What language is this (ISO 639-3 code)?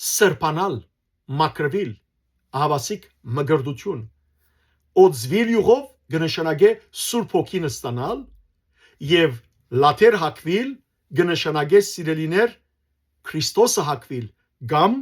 hyw